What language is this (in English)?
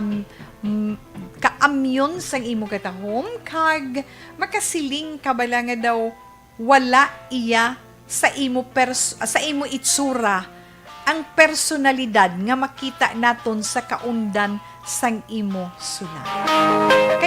Hiligaynon